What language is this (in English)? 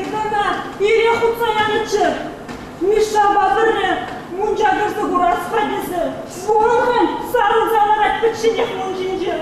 Chuvash